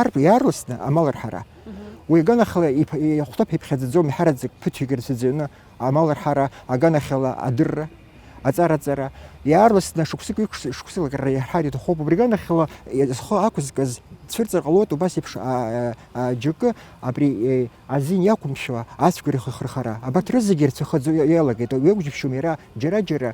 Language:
Abkhazian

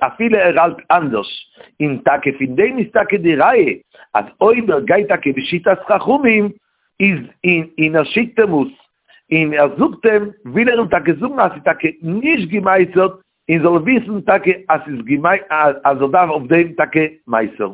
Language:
Yiddish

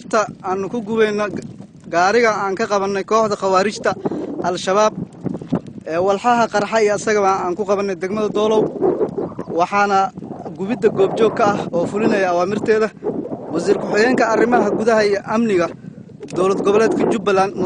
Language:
Somali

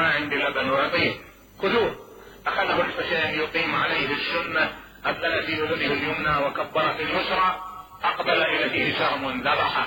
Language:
Mesopotamian Arabic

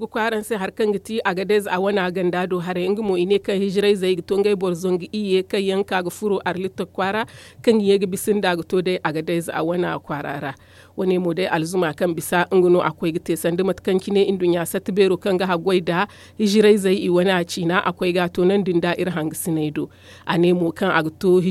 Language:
Zarma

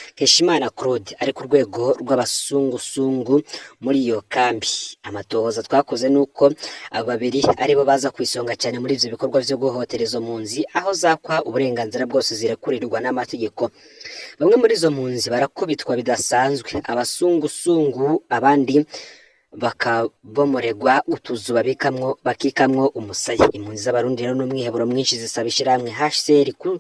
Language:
Rundi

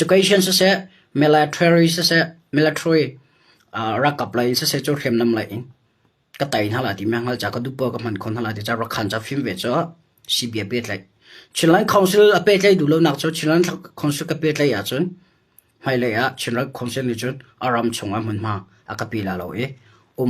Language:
Hakha Chin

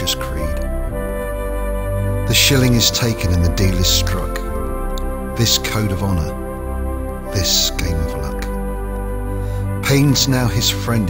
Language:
English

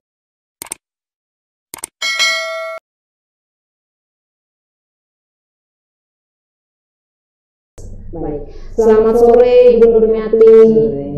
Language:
Indonesian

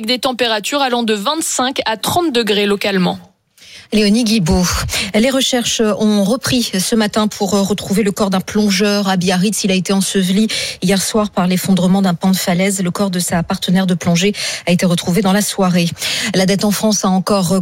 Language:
French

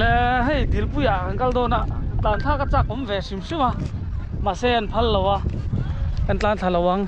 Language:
Mizo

